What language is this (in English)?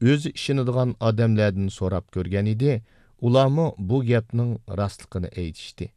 Uyghur